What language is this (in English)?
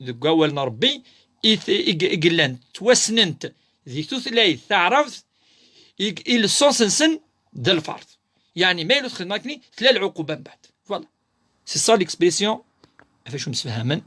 Kabyle